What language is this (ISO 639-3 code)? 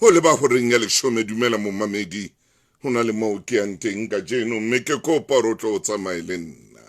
sot